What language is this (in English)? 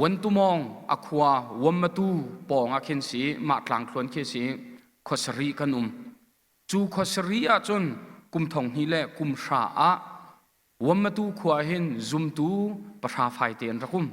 Hakha Chin